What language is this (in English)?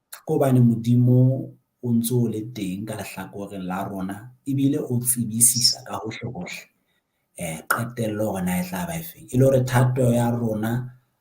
Southern Sotho